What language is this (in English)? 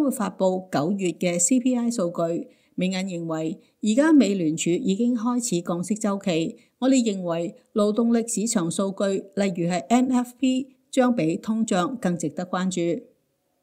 Cantonese